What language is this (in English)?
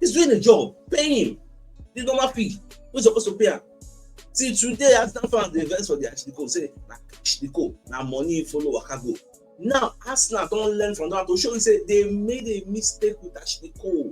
Nigerian Pidgin